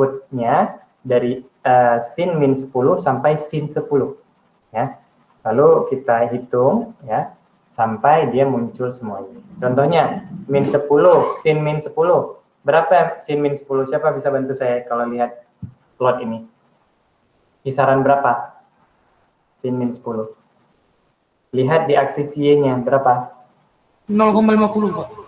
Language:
Indonesian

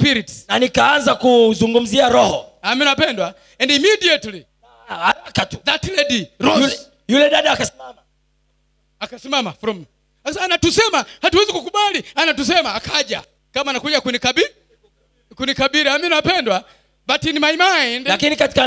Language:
Swahili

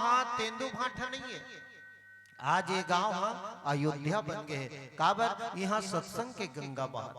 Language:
Chhattisgarhi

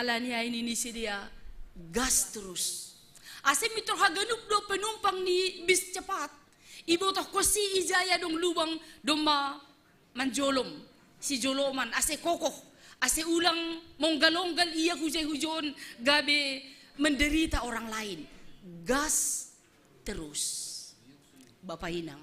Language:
Batak Simalungun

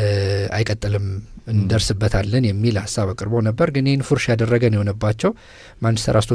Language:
Amharic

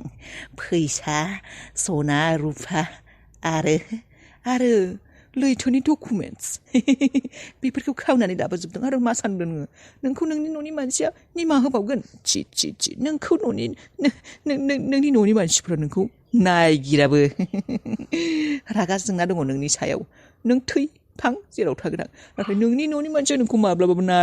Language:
Bodo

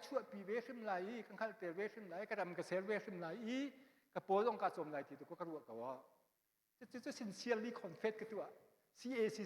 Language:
Hakha Chin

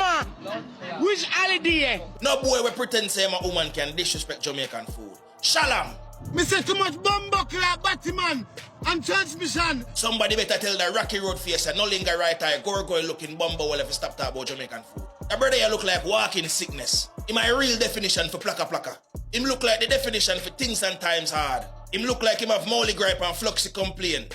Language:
Jamaican Creole English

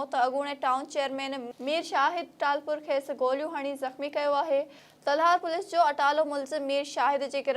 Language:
Sindhi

